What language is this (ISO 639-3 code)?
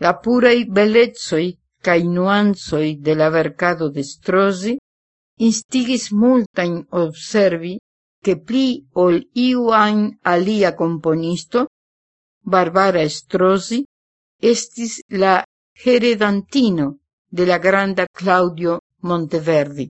epo